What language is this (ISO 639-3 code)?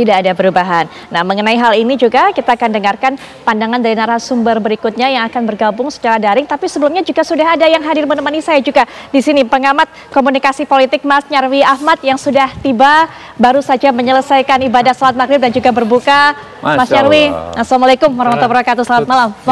ind